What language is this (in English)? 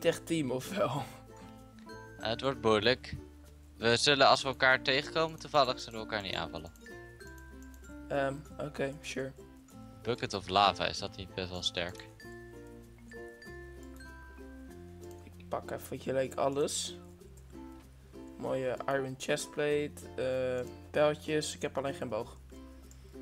Dutch